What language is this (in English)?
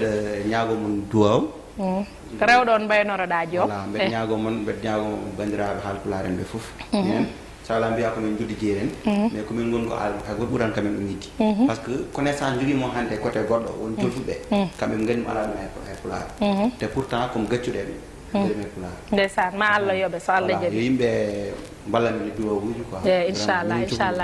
Fula